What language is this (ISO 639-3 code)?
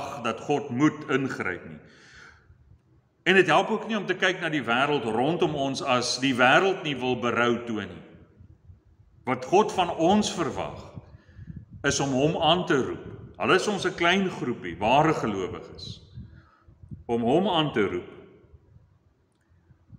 afr